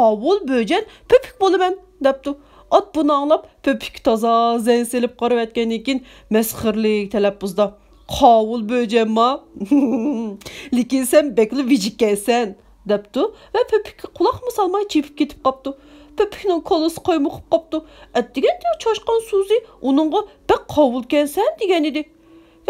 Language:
Uyghur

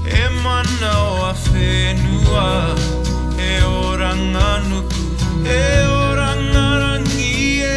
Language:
Māori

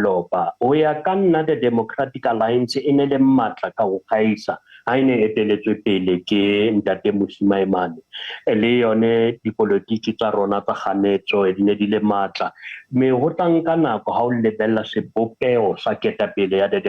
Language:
Southern Sotho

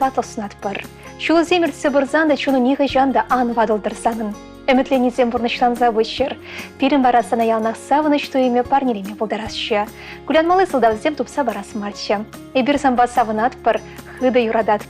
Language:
Chuvash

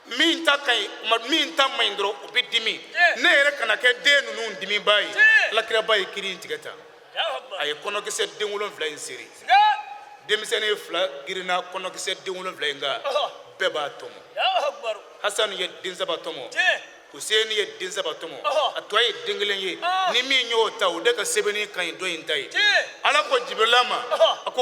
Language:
Bambara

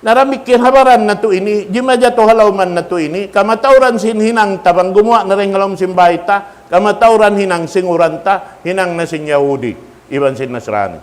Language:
Tausug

